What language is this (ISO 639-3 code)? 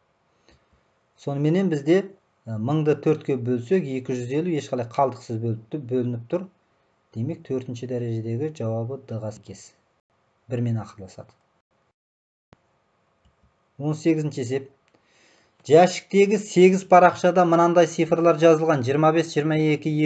kaz